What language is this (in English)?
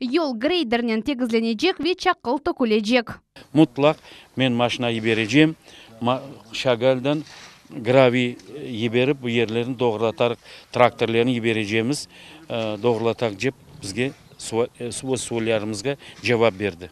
Crimean Tatar